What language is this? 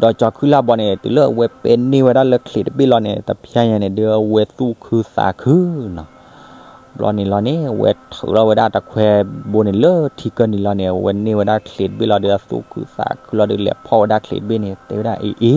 S'gaw Karen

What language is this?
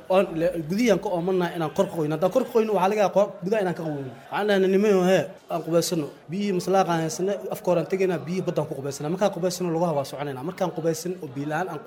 Somali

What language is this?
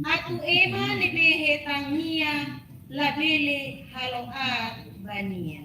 Tetum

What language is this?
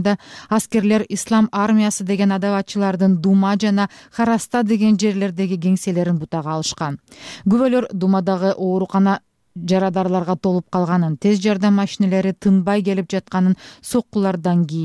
Kyrgyz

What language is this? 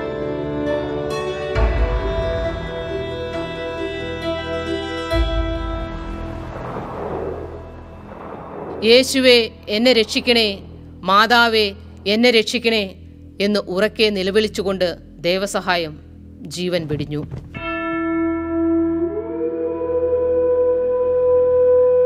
Malayalam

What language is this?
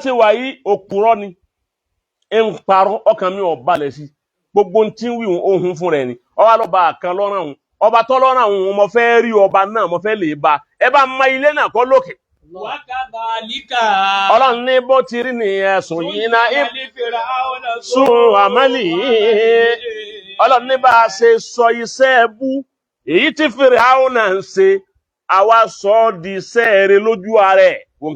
Yoruba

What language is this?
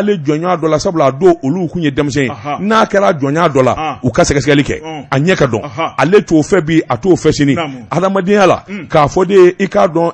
Bambara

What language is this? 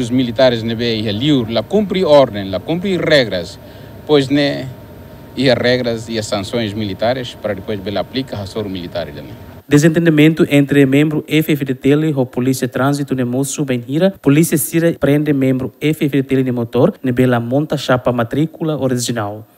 Tetum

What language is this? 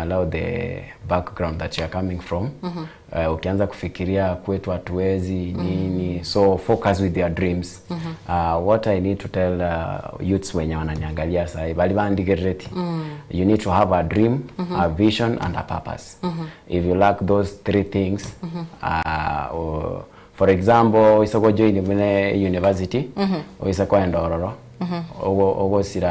Gusii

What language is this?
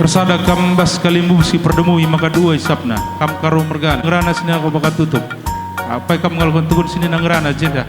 Batak Karo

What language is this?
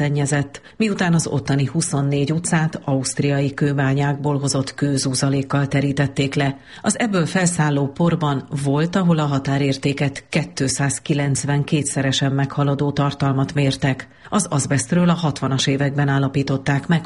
Hungarian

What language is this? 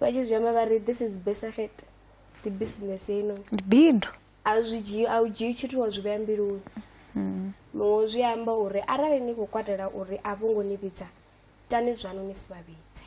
Venda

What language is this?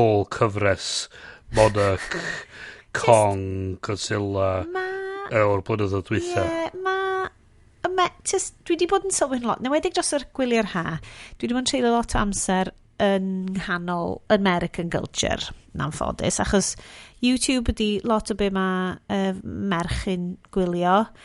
Welsh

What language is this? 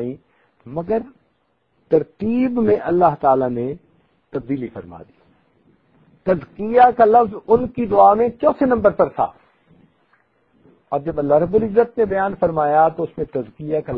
Urdu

